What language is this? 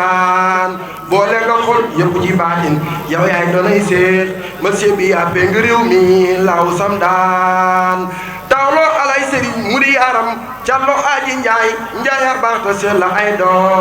Wolof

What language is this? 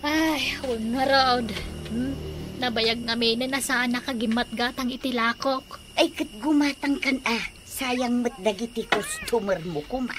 Iloko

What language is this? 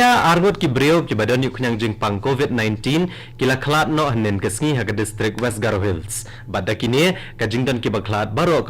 Khasi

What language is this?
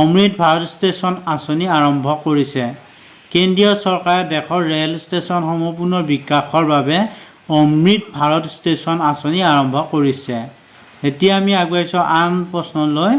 Assamese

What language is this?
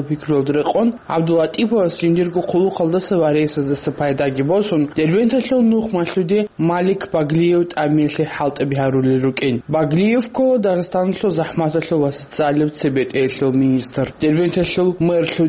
Avaric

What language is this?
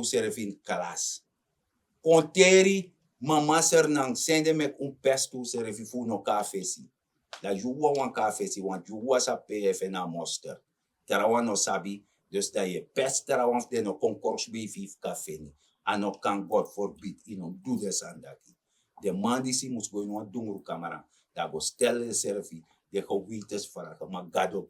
Sranan Tongo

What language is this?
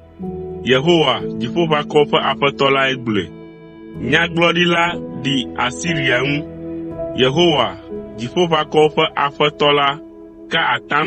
Ewe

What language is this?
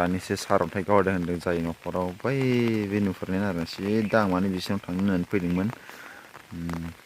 Bodo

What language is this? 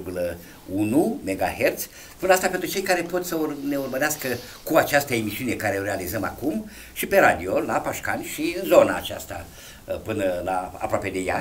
Romanian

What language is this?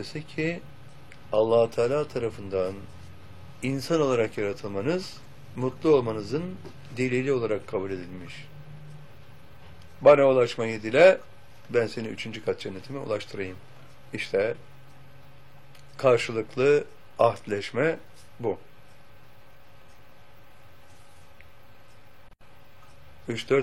Turkish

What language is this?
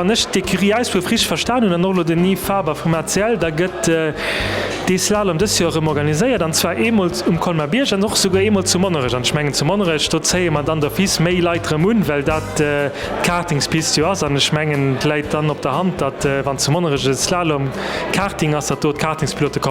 Luxembourgish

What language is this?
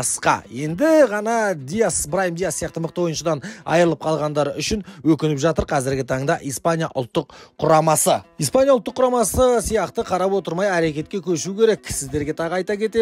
Kazakh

